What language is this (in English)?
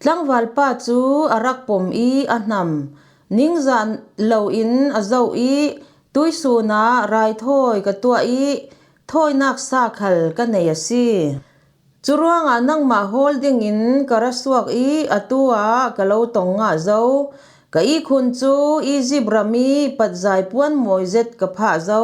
Falam Chin